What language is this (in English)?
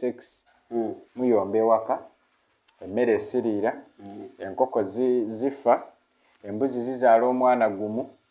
Ganda